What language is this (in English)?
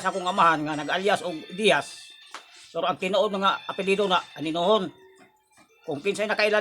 Cebuano